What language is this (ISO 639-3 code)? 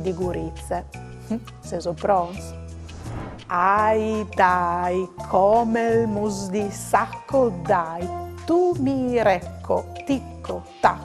fur